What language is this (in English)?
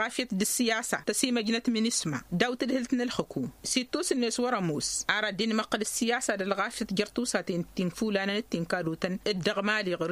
Tamasheq